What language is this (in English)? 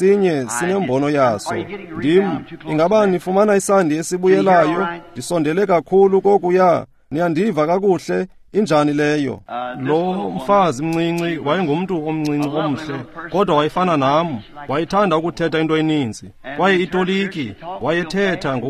Xhosa